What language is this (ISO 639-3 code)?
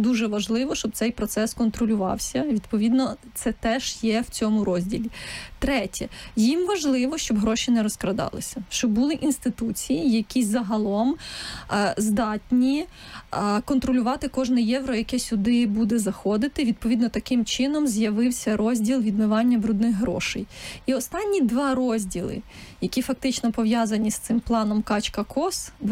ukr